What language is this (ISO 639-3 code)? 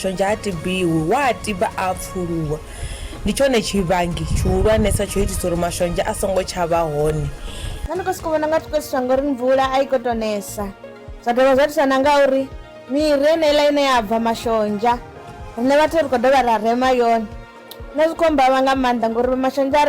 ven